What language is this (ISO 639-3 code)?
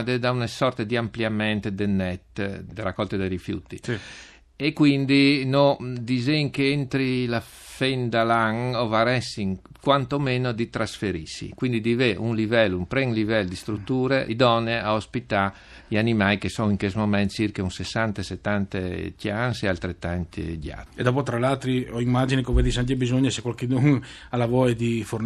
fur